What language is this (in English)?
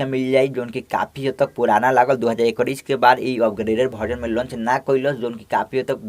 Bhojpuri